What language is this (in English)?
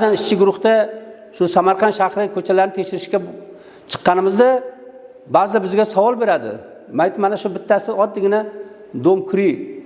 Uzbek